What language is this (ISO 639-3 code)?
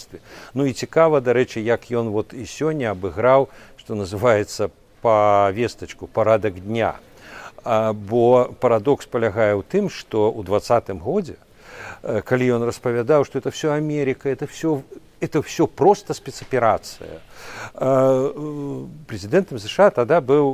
bel